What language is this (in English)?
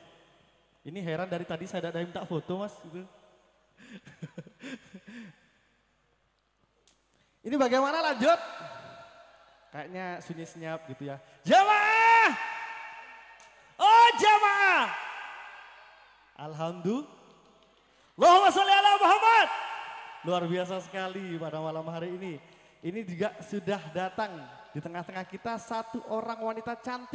Indonesian